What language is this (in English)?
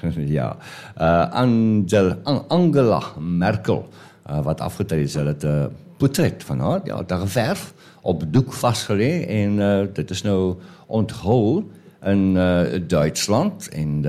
Afrikaans